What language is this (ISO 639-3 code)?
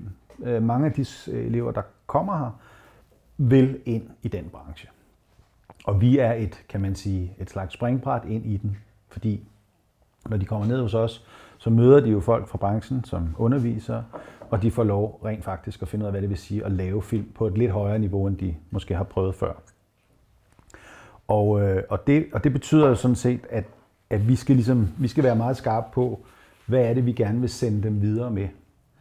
dan